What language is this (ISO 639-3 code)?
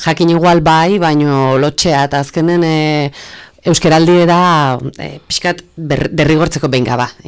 eus